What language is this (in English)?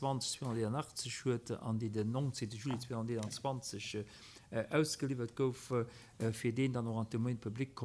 Luxembourgish